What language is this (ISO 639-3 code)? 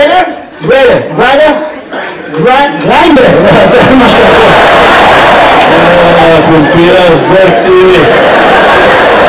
heb